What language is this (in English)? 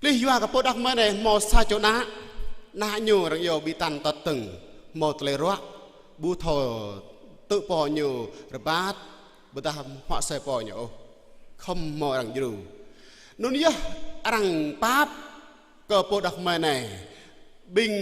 Jarai